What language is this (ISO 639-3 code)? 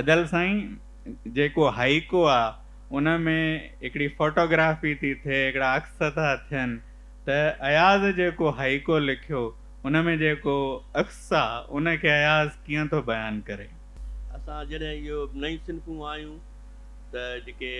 snd